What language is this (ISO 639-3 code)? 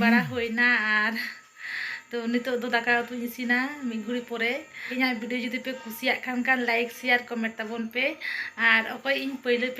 sat